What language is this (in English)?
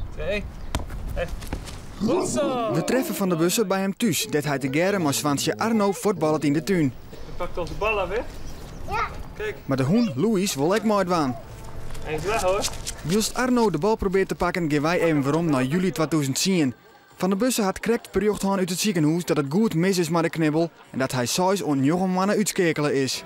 Western Frisian